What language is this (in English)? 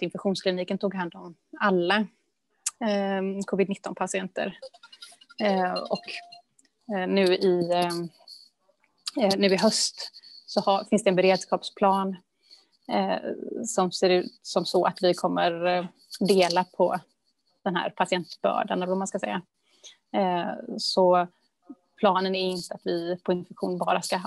Swedish